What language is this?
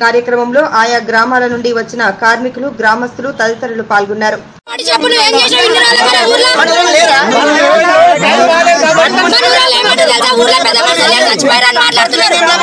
Telugu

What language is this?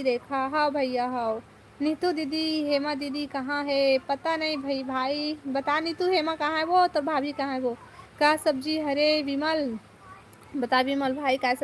Chhattisgarhi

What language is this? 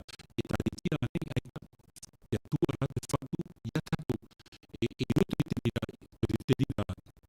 Tahitian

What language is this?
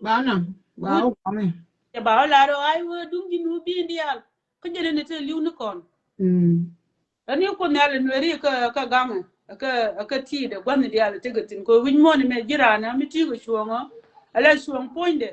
Nuer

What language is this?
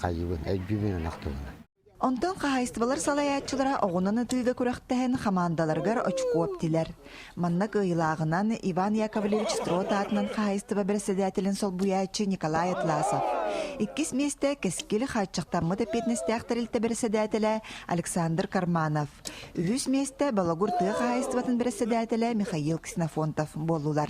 Yakut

